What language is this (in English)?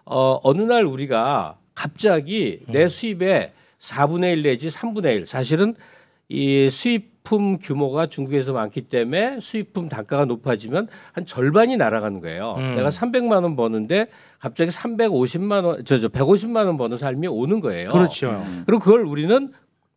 Korean